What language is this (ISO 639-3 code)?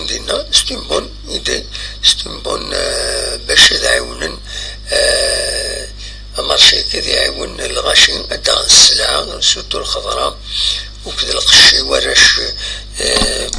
kab